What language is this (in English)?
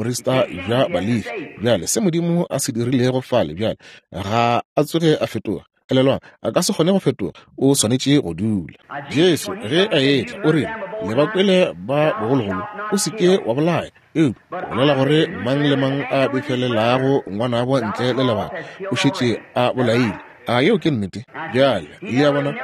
Northern Sotho